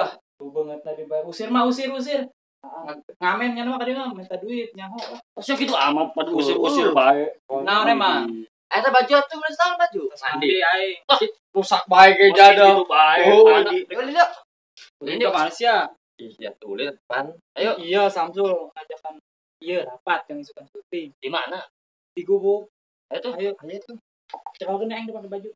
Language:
Sundanese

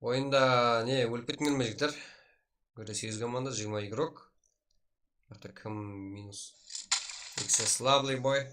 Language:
Kara-Kalpak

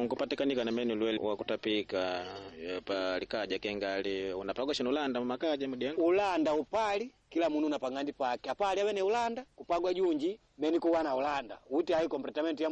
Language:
Makonde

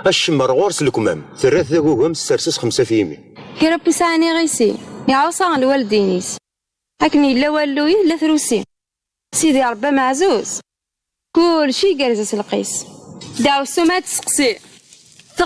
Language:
Kabyle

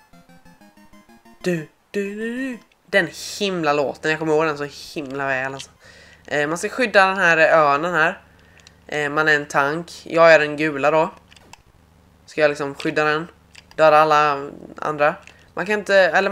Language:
Swedish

